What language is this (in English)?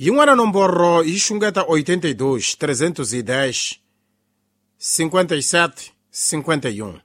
Tsonga